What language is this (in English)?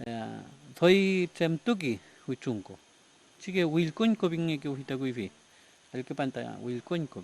Mapuche